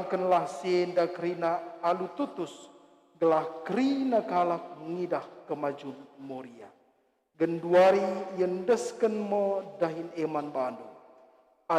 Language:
Batak Karo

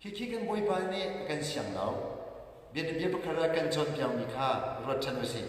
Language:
Hakha Chin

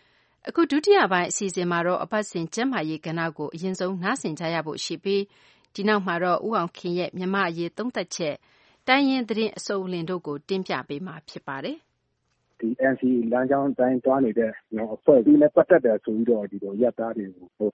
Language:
Burmese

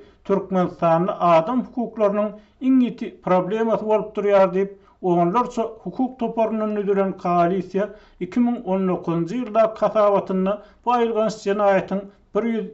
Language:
Turkmen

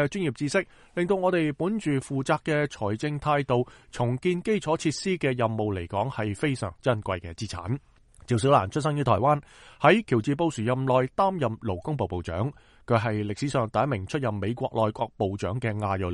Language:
Cantonese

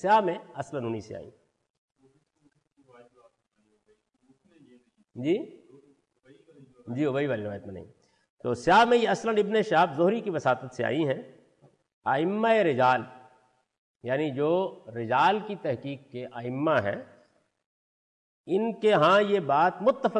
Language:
Urdu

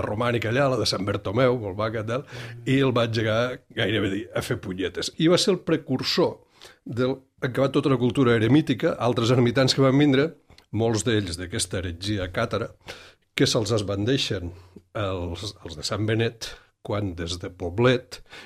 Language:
Catalan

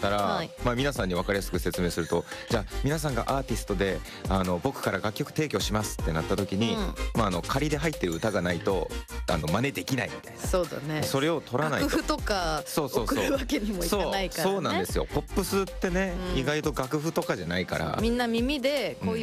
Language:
Japanese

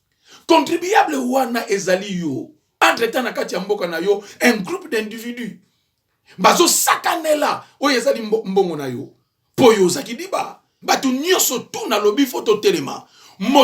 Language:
Lingala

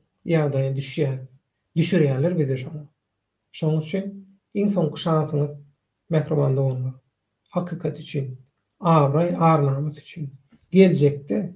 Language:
Turkmen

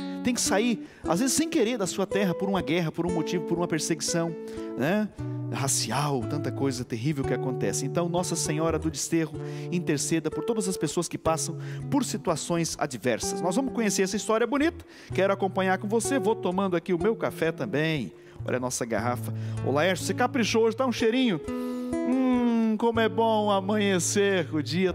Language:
Portuguese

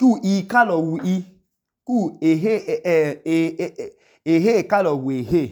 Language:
Idoma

